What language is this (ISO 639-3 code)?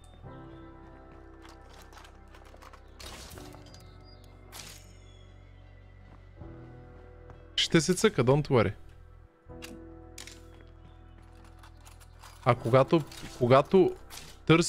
bul